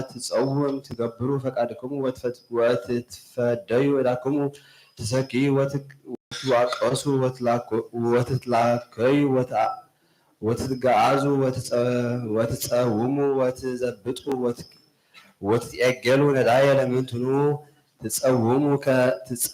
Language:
Geez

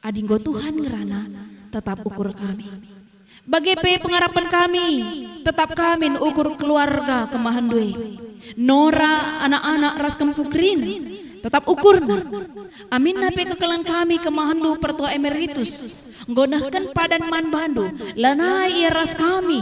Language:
Batak Karo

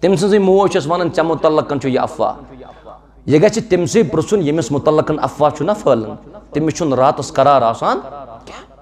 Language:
Kashmiri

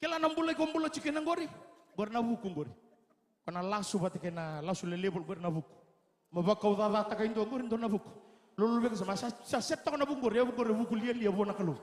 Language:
Fijian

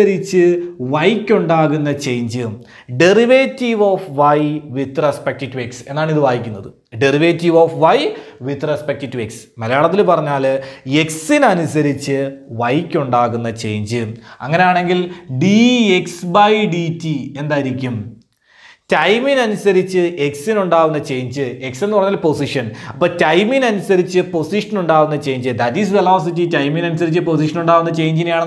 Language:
Malayalam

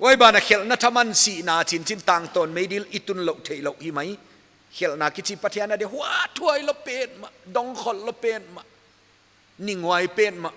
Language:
Paite Chin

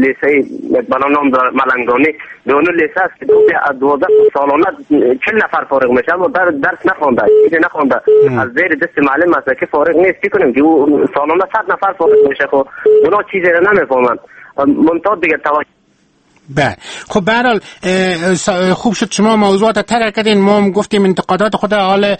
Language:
Persian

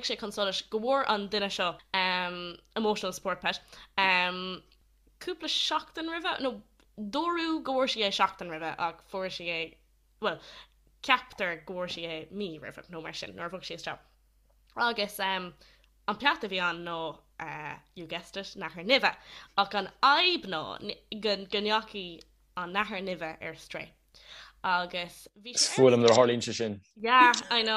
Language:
Irish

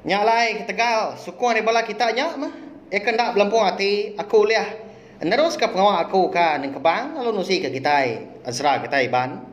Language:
Iban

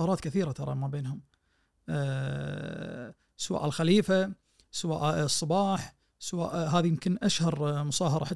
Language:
Najdi Arabic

